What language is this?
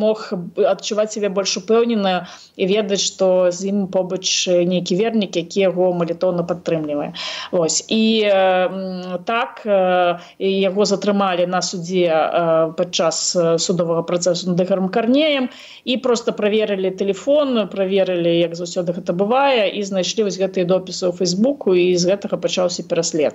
Belarusian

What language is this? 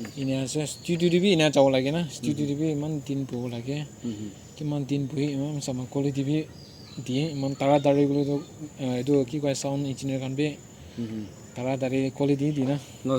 Naga Pidgin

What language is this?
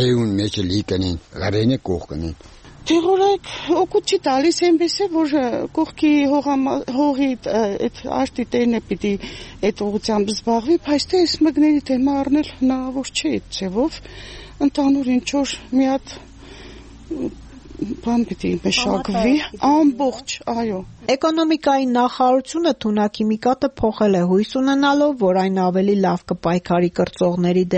Armenian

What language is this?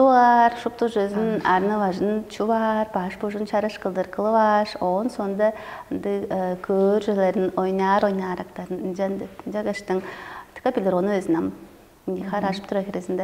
Tuvinian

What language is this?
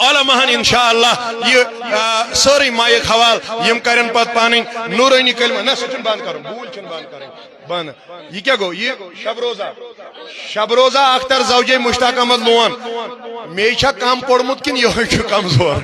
Kashmiri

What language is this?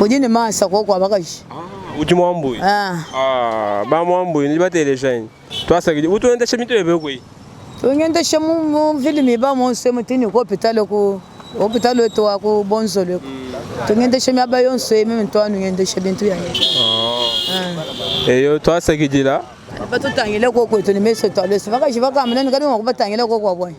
Luba-Lulua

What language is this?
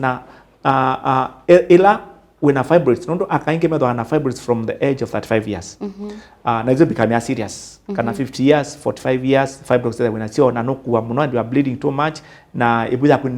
Kamba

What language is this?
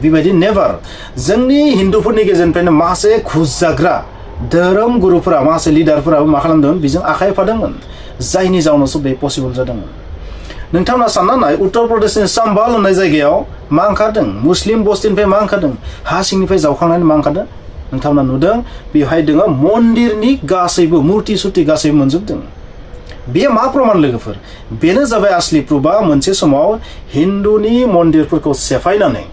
Bodo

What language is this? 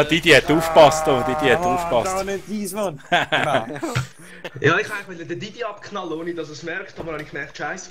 Swiss German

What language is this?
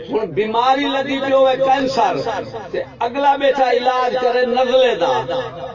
Saraiki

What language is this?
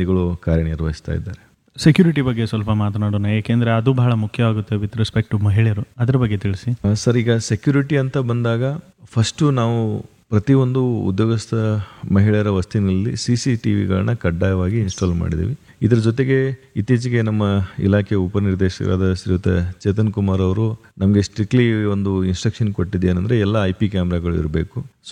Kannada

